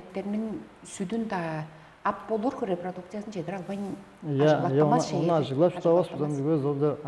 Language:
Tuvinian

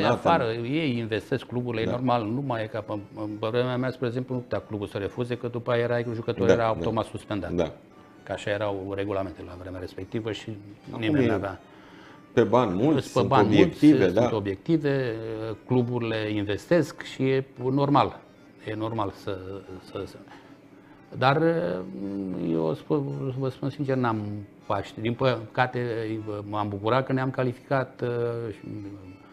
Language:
Romanian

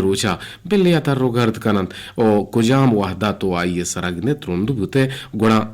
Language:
Eastern Balochi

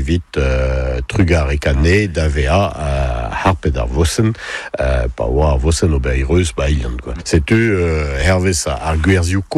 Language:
Breton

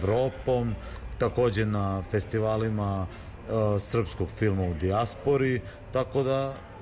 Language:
Serbian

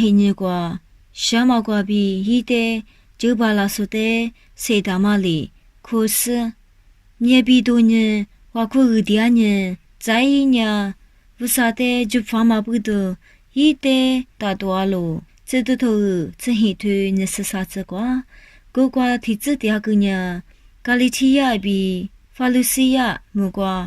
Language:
Lisu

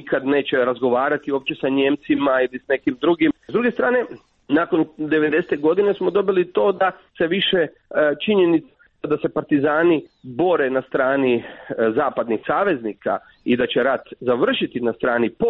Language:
Croatian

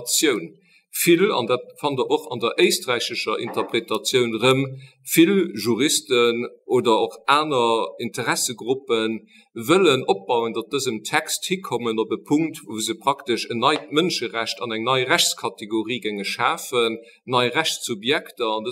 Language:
Luxembourgish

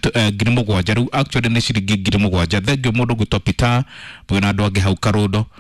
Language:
Kikuyu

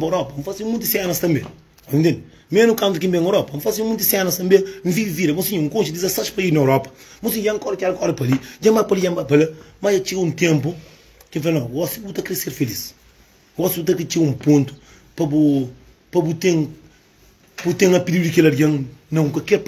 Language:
Kabuverdianu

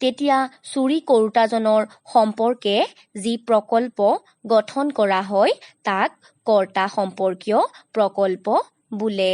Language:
Assamese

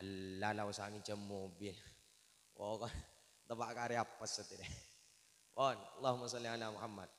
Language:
Madurese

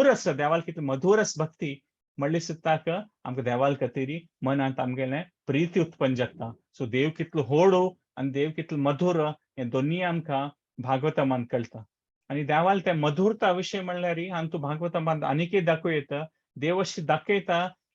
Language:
Konkani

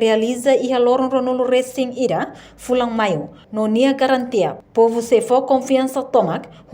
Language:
Tetum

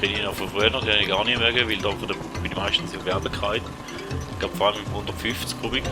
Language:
Swiss German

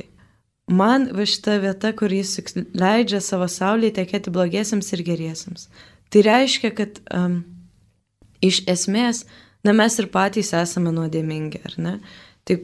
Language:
Lithuanian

